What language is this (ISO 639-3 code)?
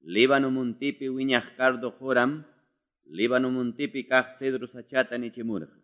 que